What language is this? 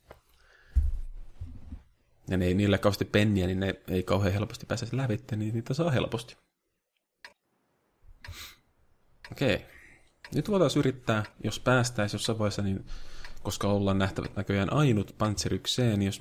Finnish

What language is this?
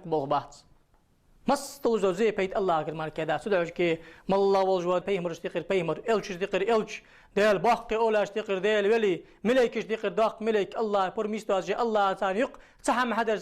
Ingush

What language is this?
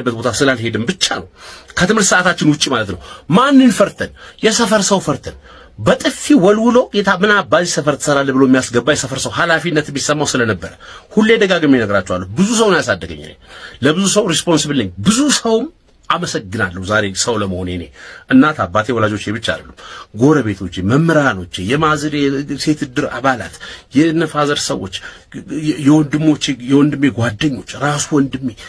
Amharic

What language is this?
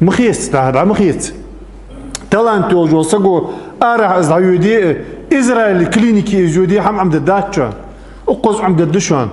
Ingush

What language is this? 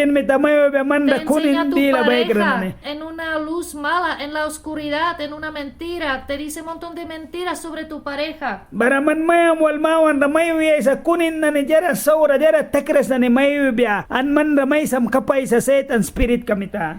Mískito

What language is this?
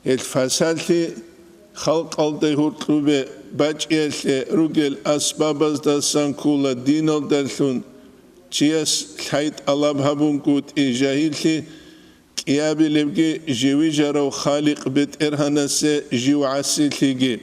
Avaric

